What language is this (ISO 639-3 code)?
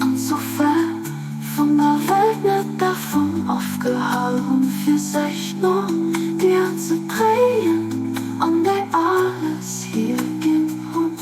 ltz